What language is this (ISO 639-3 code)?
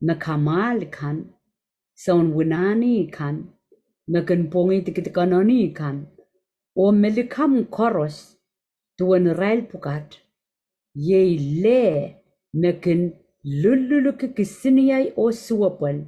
pon